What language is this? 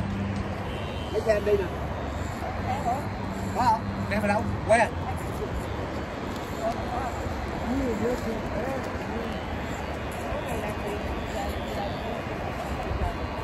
Vietnamese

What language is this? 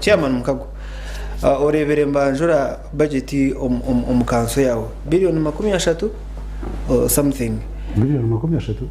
Nyankole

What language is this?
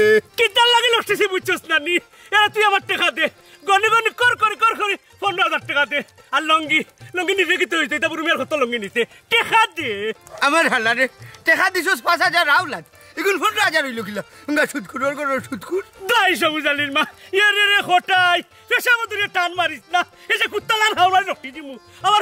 Sylheti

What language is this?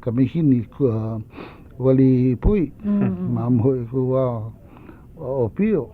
Hawaiian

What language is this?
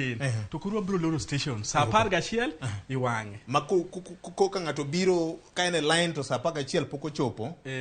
Luo (Kenya and Tanzania)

